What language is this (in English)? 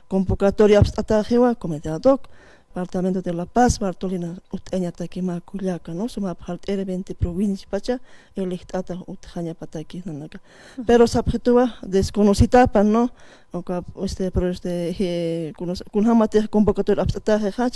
Aymara